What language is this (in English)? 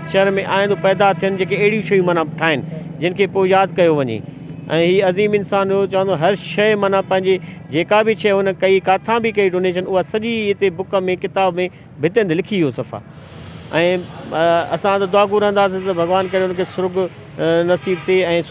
Sindhi